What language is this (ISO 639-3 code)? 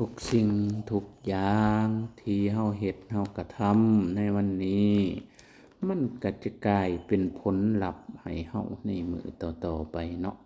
lao